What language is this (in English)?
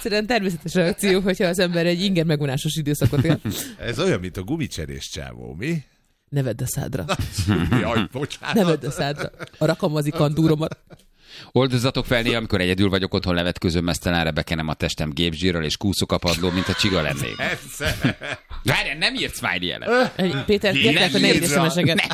Hungarian